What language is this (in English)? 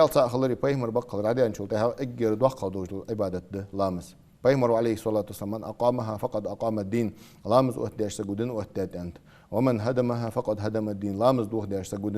Ingush